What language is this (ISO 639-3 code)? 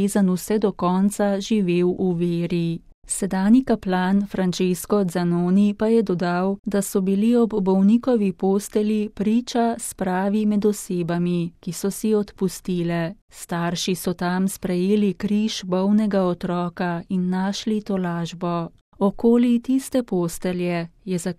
slv